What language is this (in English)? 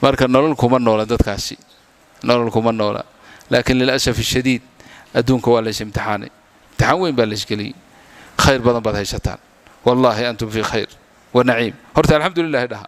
Somali